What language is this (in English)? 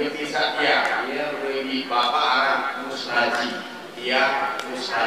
Sasak